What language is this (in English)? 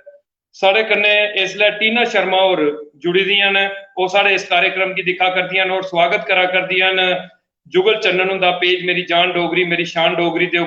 Dogri